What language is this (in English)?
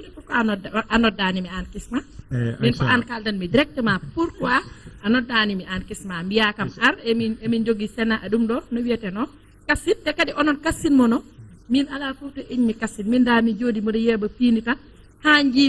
Fula